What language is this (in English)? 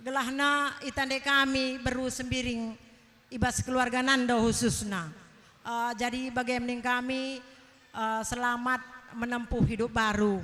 Batak Karo